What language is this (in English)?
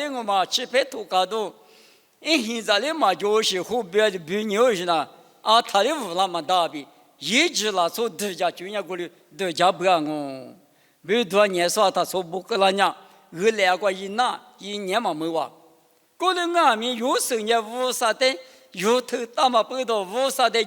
Lisu